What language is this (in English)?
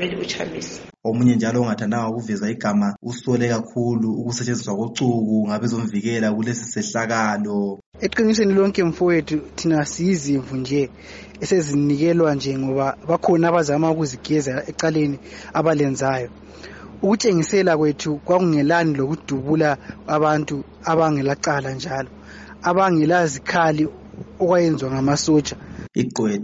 North Ndebele